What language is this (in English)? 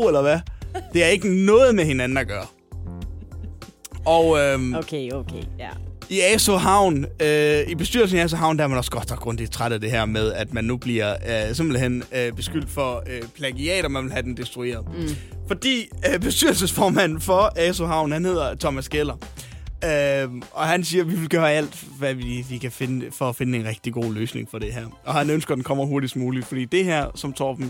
Danish